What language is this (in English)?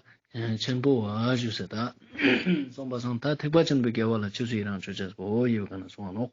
Ladakhi